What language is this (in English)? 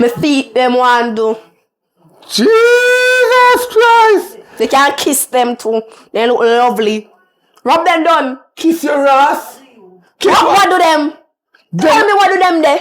Jamaican Creole English